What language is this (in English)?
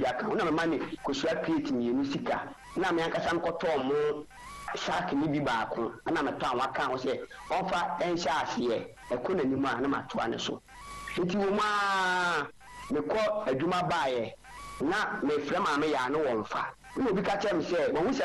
Akan